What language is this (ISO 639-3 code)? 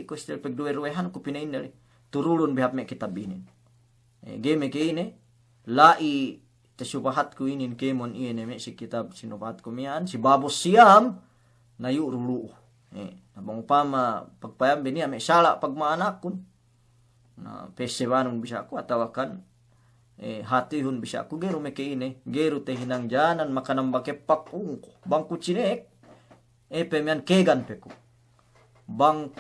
yka